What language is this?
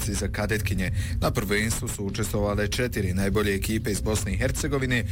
Bosnian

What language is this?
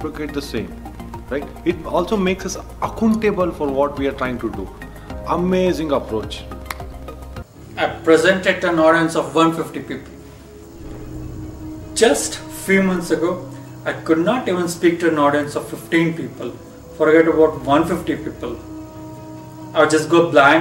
English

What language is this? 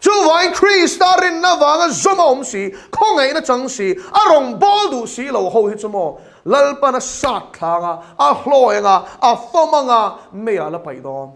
Mizo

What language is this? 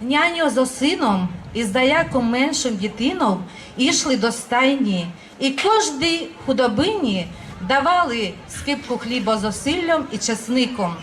Rusyn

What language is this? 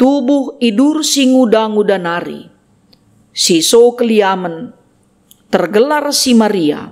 Batak Karo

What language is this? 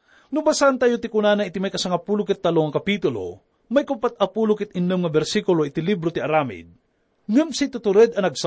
Iloko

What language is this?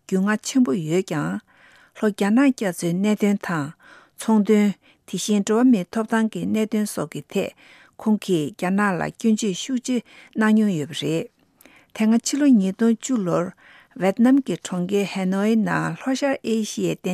Tibetan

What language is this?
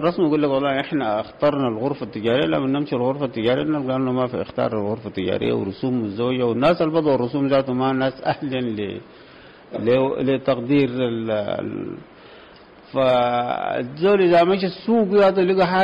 Sudanese Arabic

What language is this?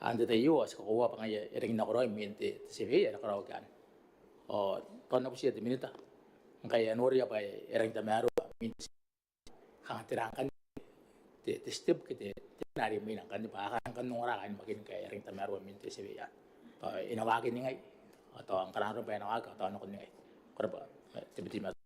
Gilbertese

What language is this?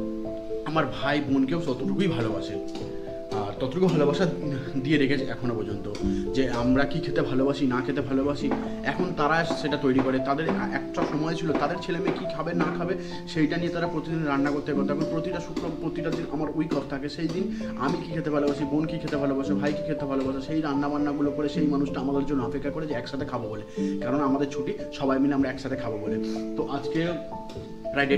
Bangla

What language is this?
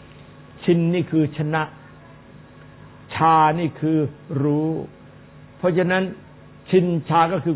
Thai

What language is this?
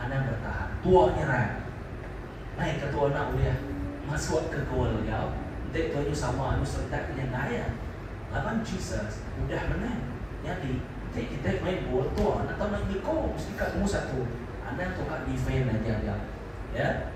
Iban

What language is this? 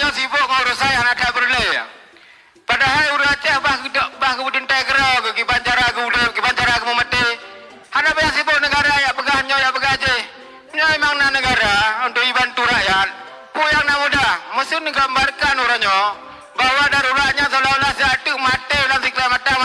Achinese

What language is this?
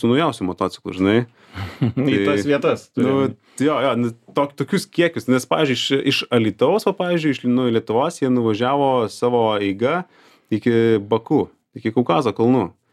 Lithuanian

